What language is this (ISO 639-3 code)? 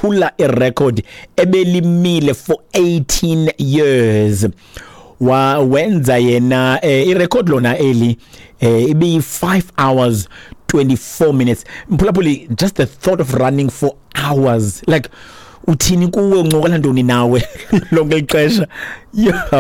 xho